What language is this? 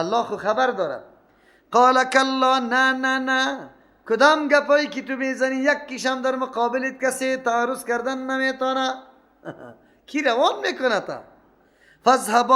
Persian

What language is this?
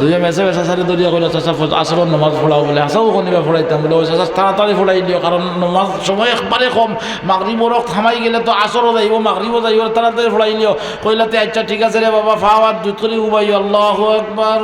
Sylheti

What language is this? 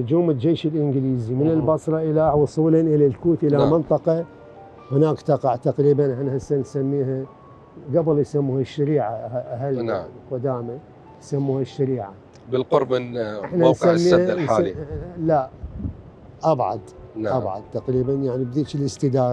Mesopotamian Arabic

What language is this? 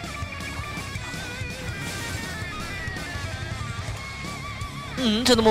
Thai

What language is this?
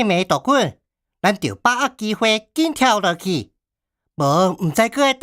Min Nan Chinese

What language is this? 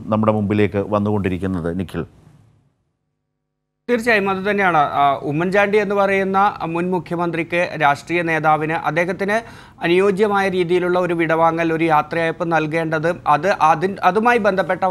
Malayalam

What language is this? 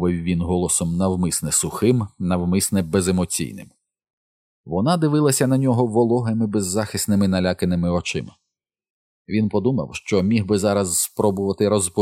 Ukrainian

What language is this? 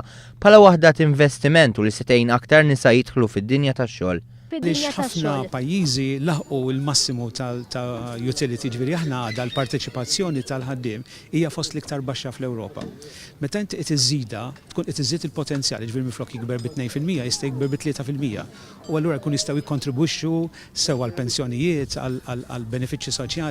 Maltese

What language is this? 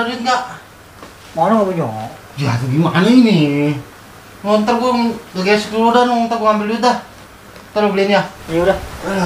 Betawi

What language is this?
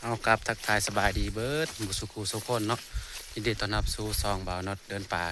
Northeastern Thai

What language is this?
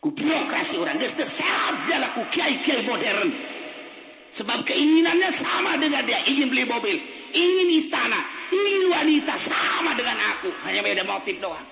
Sundanese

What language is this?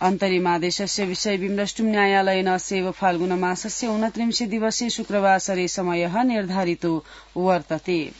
Sanskrit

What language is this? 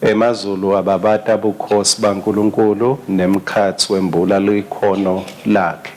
Swati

